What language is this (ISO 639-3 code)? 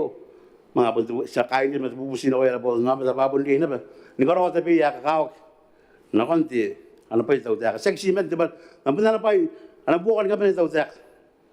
gil